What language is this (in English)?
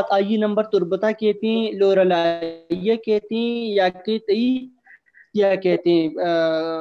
Baluchi